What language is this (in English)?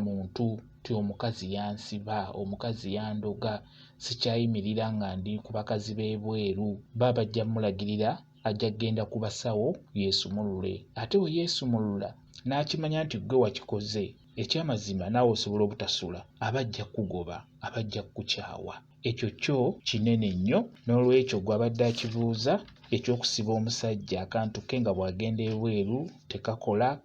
Ganda